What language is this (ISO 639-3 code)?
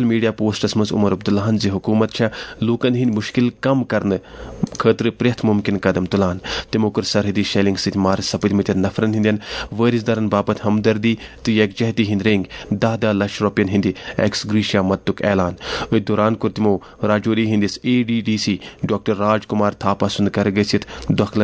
kas